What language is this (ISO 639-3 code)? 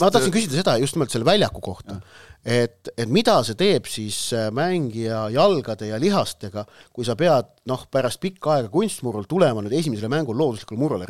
est